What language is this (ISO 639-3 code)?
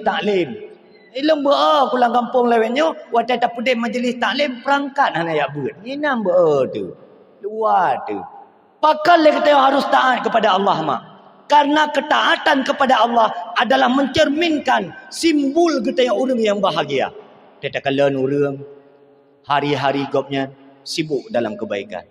ace